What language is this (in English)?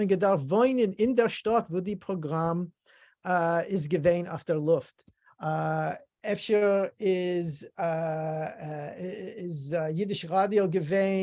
Yiddish